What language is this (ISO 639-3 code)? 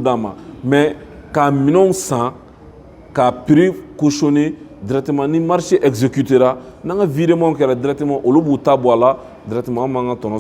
bam